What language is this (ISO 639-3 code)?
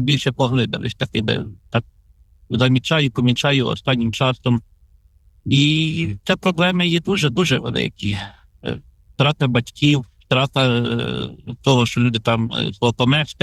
ukr